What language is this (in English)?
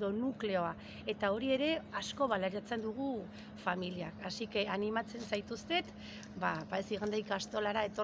Basque